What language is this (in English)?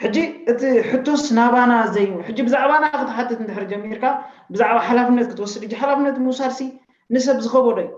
Tigrinya